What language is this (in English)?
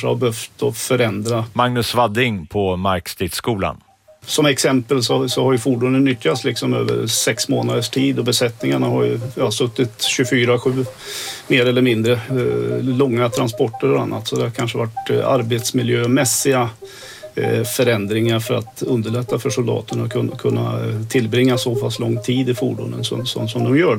Swedish